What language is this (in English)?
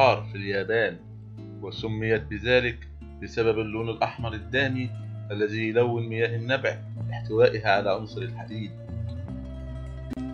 Arabic